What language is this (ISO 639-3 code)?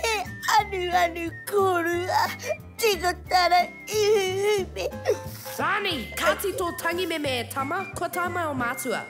mri